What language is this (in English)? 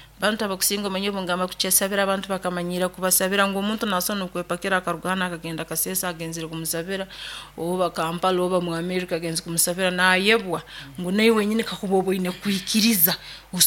Nyoro